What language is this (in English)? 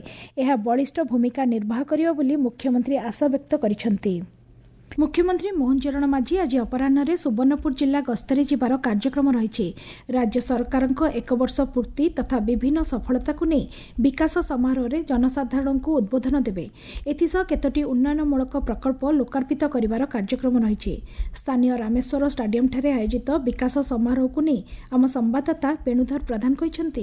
Odia